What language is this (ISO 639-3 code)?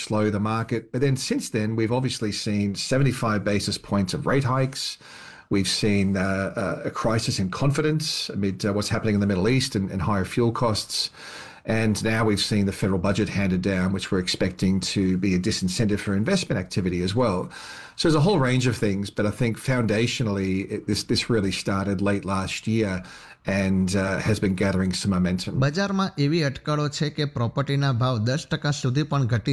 guj